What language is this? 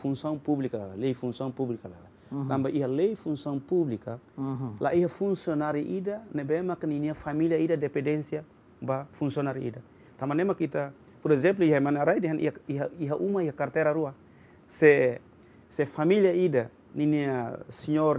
Tetum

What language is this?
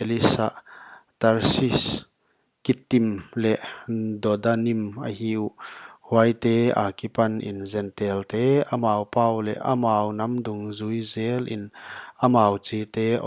Paite Chin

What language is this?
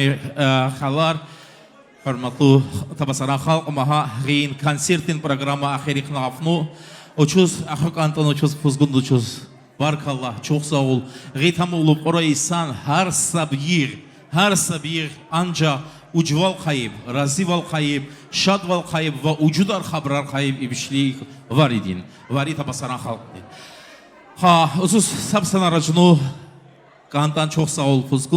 Tabassaran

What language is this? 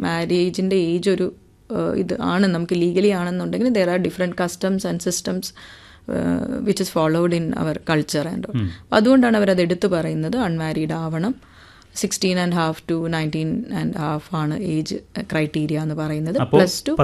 Malayalam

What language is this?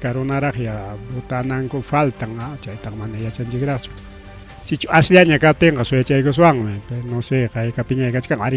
Ayacucho Quechua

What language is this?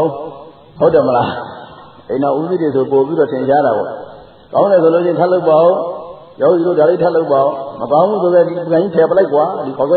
Burmese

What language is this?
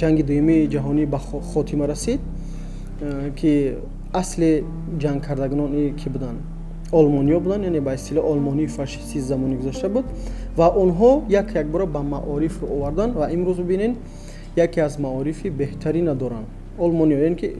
Tajik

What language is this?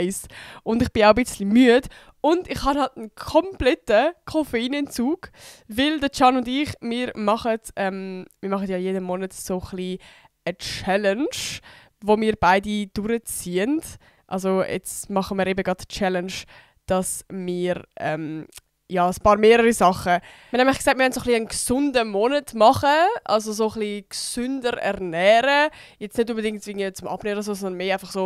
Swiss German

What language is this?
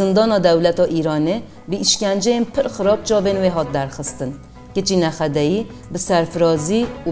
Kurdish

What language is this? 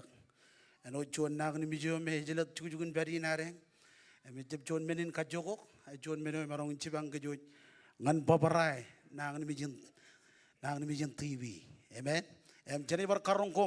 Marshallese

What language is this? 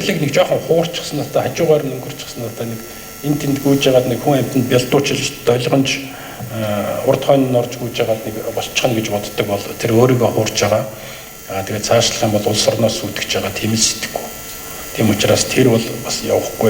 Mongolian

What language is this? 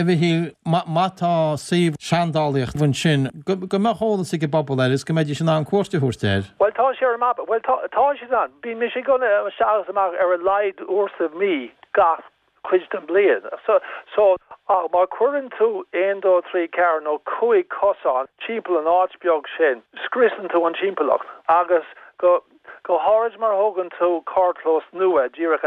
Irish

